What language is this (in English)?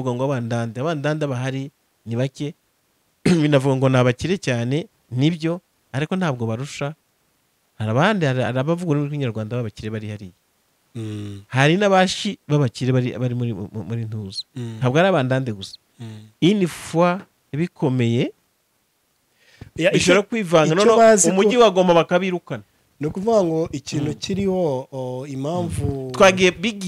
Kinyarwanda